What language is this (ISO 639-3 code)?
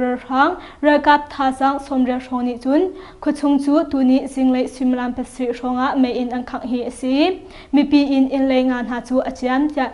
cnh